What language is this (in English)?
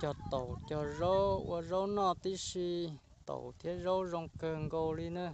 Hmong